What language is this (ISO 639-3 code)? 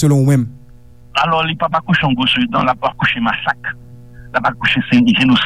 hat